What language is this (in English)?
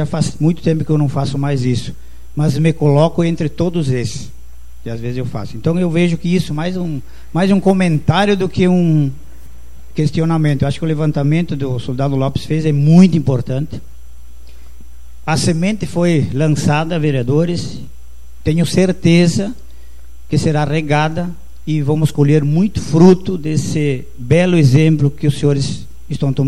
Portuguese